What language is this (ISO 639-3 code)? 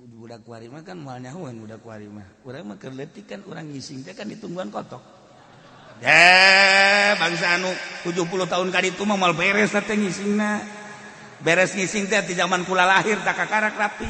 sun